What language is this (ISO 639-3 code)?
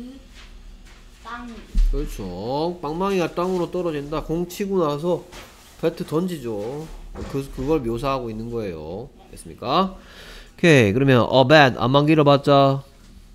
kor